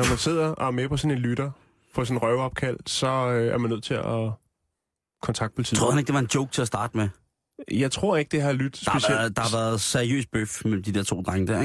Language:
Danish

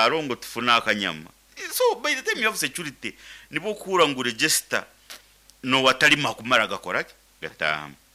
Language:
Nyoro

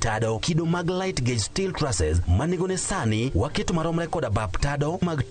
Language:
Luo (Kenya and Tanzania)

